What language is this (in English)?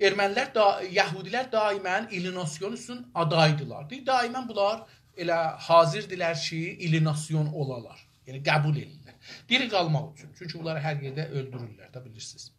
South Azerbaijani